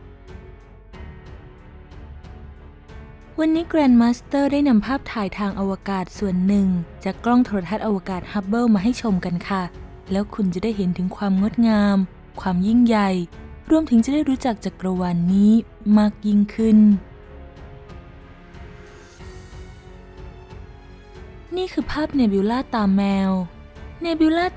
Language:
Thai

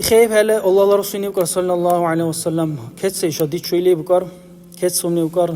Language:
Dargwa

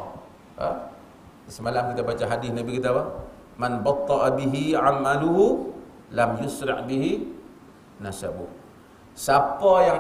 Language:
Malay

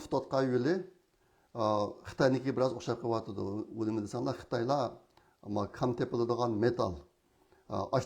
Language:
Uyghur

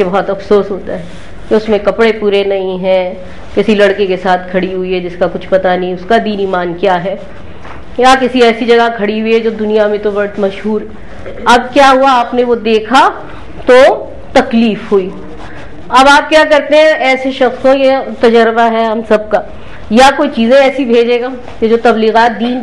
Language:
Urdu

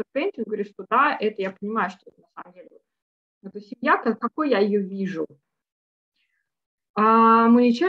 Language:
Russian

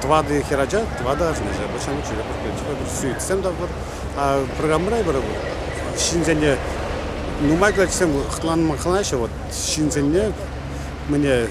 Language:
Chuvash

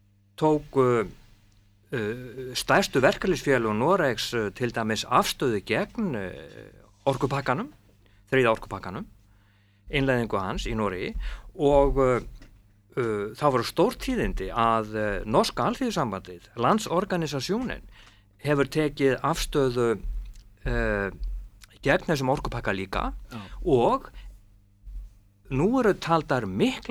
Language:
Icelandic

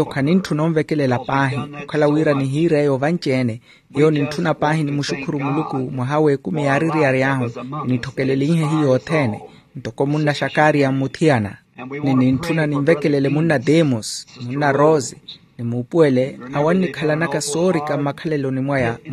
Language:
Makhuwa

